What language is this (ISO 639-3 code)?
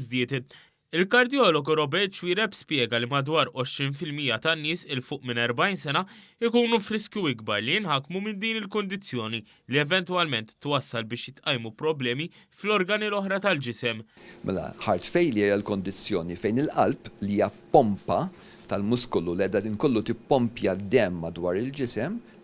mlt